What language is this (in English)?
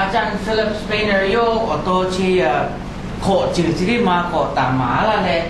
Lahu